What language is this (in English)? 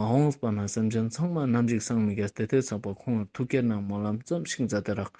Ladakhi